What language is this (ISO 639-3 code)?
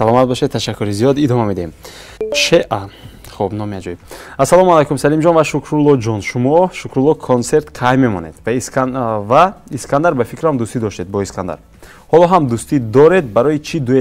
tgk